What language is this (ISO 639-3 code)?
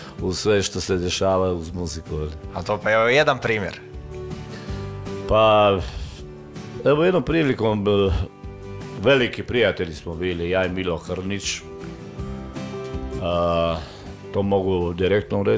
hrv